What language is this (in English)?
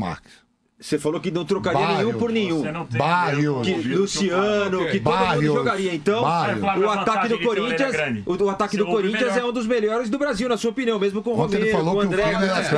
Portuguese